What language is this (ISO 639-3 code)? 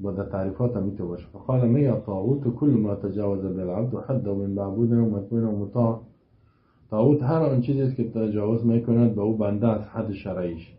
fas